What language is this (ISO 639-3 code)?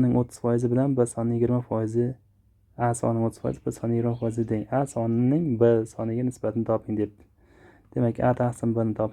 uzb